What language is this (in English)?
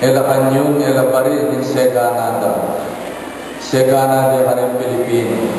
Pampanga